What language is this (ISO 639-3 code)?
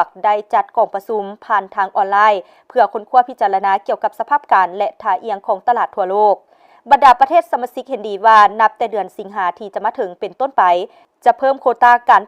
lao